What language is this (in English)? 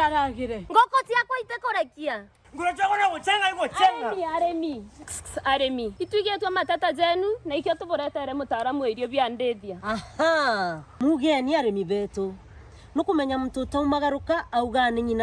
Meru